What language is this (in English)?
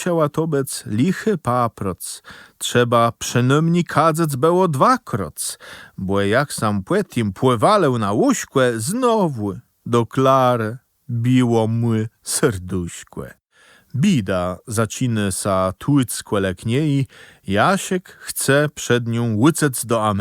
Kashubian